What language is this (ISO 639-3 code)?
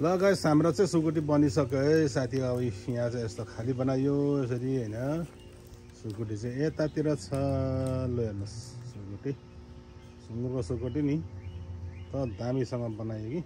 nep